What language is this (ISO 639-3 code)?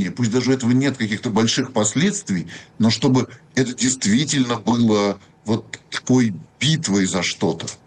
rus